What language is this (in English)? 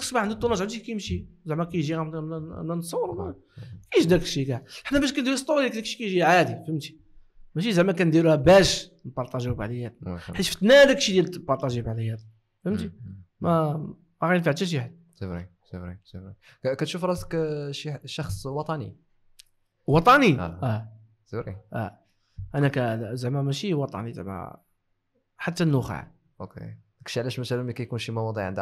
Moroccan Arabic